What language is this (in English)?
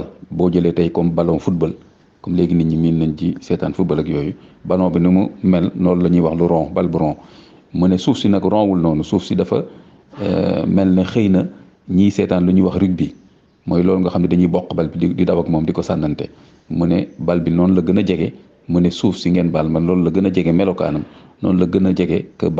Wolof